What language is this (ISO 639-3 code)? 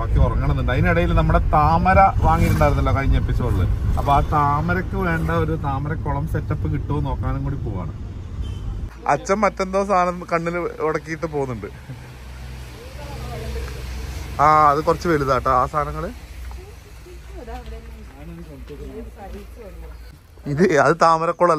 mal